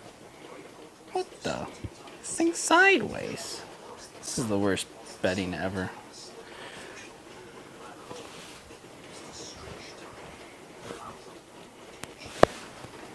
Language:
English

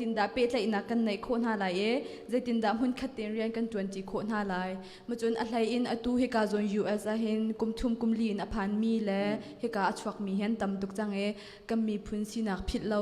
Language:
Hakha Chin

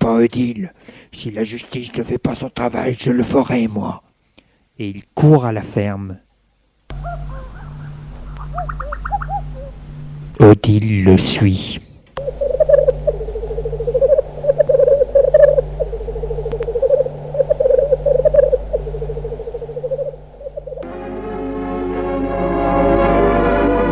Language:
French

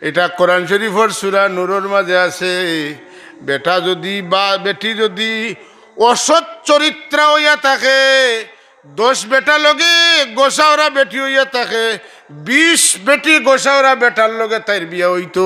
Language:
Sylheti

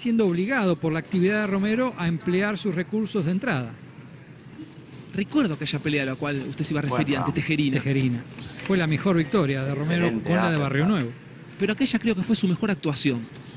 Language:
Spanish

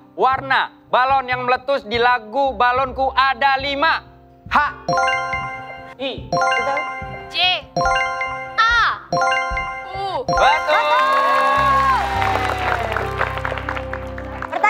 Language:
Indonesian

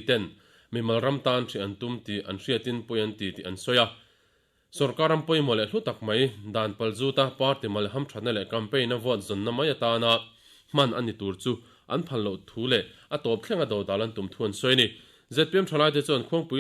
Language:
Mizo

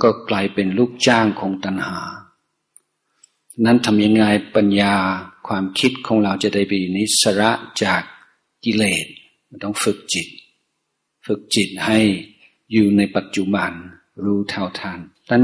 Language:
Thai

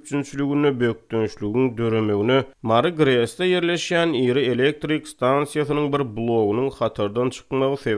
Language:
Turkmen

